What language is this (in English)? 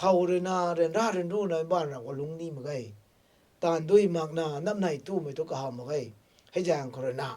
Rongmei Naga